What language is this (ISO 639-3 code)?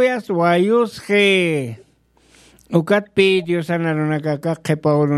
aym